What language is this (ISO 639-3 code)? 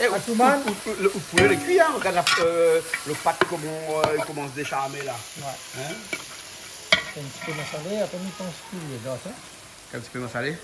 rcf